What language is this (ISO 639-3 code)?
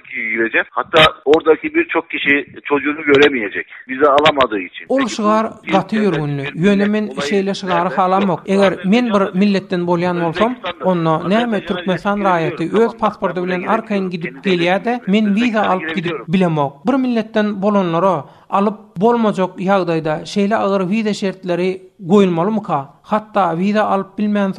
tuk